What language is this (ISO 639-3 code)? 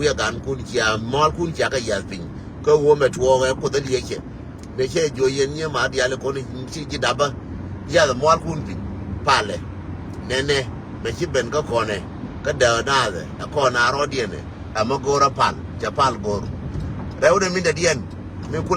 nus